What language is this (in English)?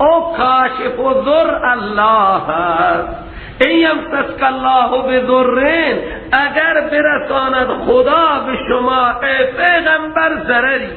Persian